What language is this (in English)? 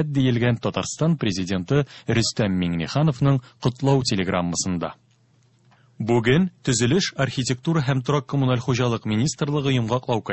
Tatar